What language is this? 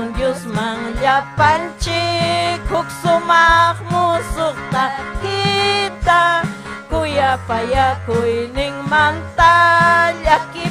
Ayacucho Quechua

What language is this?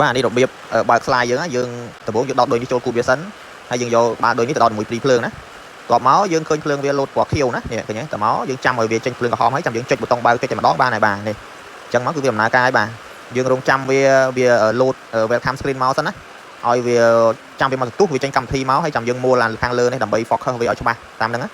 Khmer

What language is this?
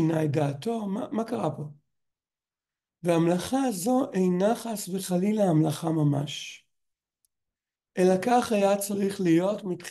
Hebrew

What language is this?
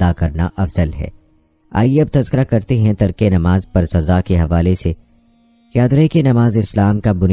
Urdu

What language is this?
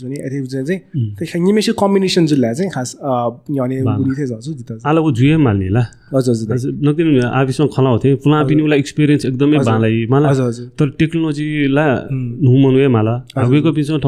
Newari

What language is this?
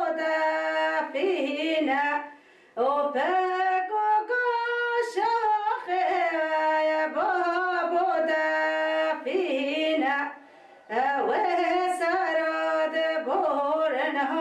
Kurdish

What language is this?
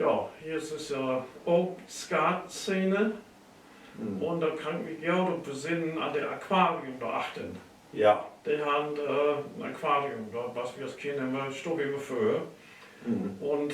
Low German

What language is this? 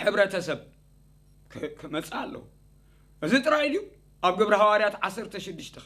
Tigrinya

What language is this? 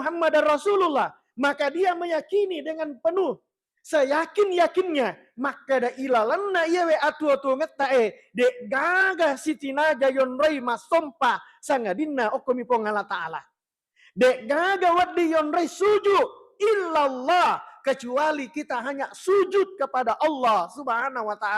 Buginese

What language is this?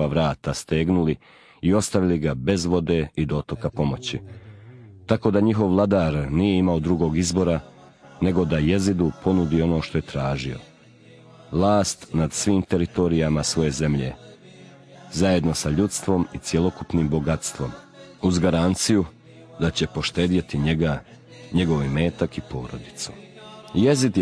Bosnian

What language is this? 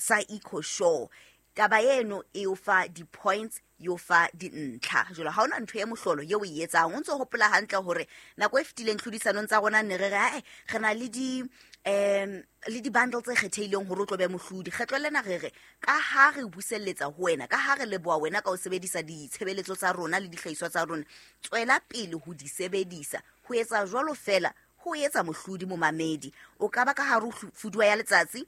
Southern Sotho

